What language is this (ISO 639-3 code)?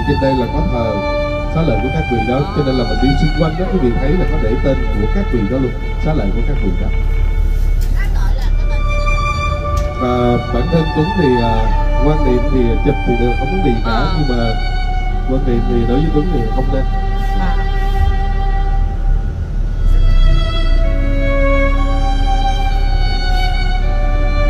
vie